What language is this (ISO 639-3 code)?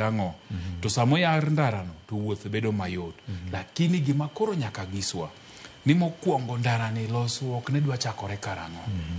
luo